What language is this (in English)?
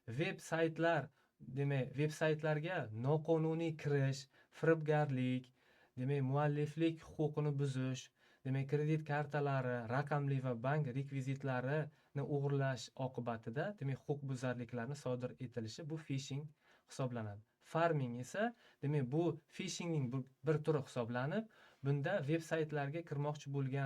Uzbek